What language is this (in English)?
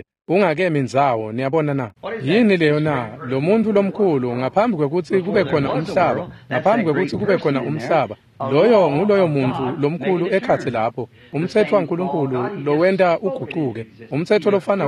Swati